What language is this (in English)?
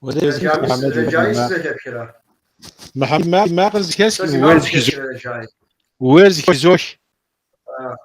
Kabardian